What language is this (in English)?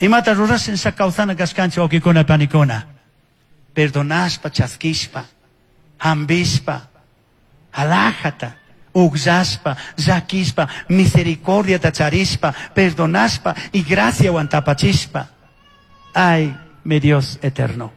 Chimborazo Highland Quichua